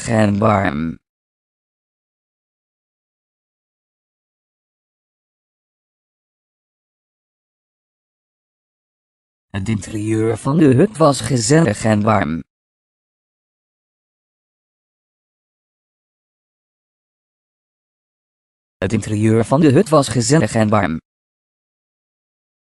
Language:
Dutch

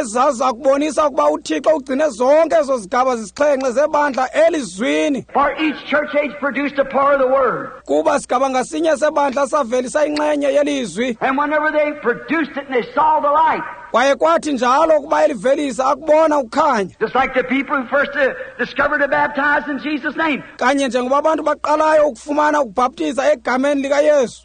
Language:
Xhosa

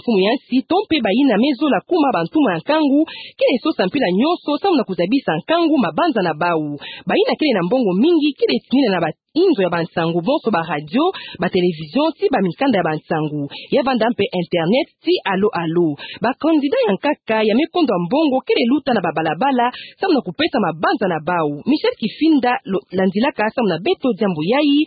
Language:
Kituba (Democratic Republic of Congo)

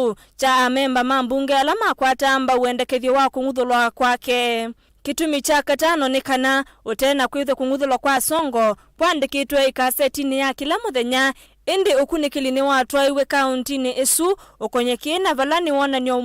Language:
Kamba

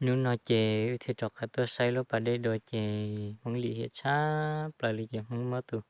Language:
Hmong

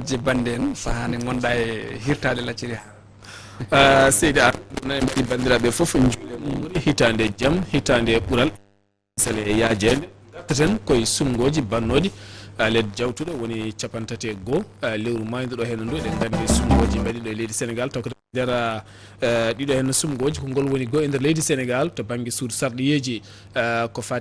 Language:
Fula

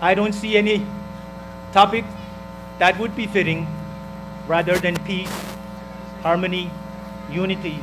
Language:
Pohnpeian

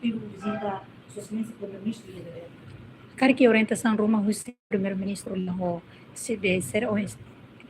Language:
Tetum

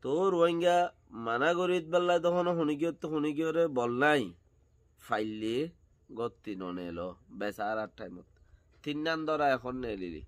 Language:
Rohingya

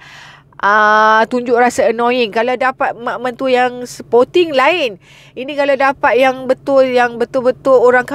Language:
Malay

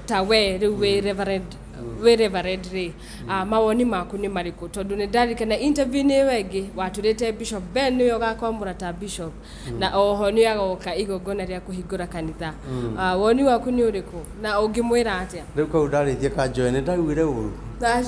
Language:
Kikuyu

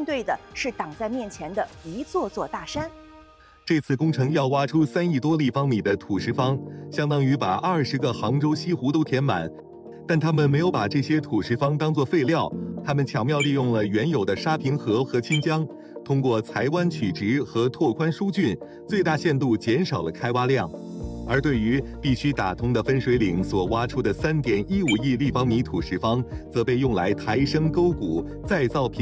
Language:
Chinese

